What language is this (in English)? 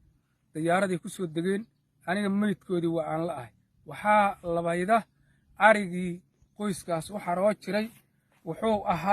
Somali